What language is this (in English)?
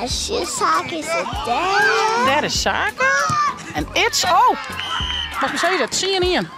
Western Frisian